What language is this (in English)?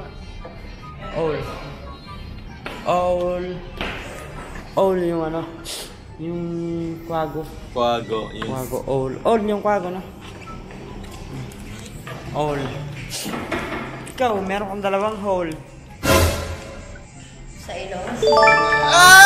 Filipino